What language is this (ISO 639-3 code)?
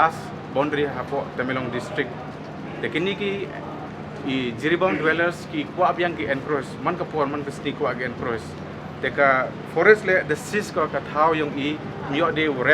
pbv